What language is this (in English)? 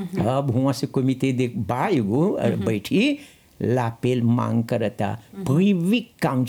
Bhojpuri